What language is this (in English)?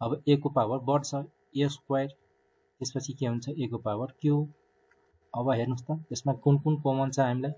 Nepali